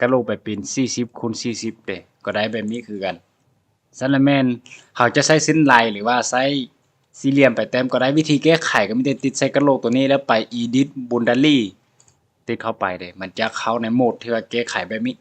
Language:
Lao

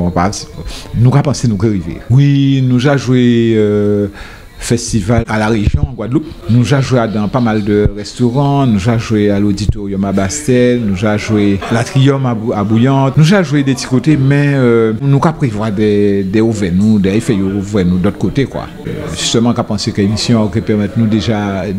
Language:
Guadeloupean Creole French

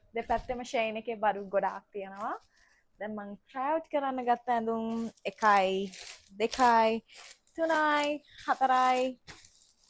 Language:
Sinhala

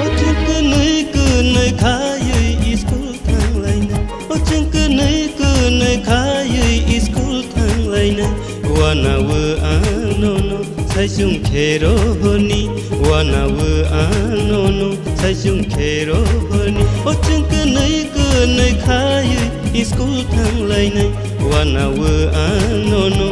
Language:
Kok Borok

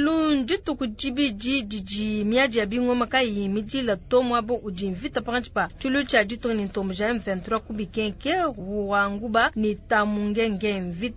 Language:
Luba-Lulua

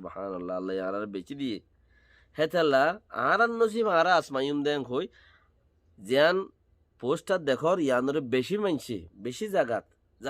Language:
Rohingya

